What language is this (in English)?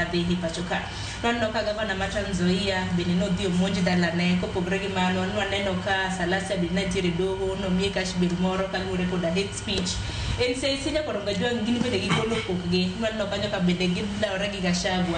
Luo (Kenya and Tanzania)